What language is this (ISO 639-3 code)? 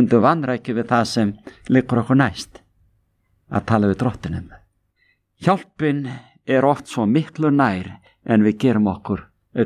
isl